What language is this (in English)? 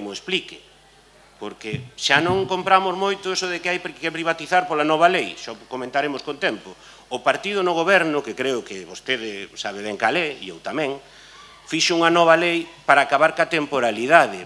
Galician